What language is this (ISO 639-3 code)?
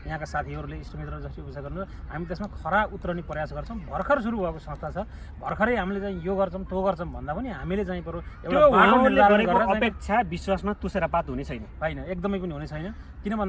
nep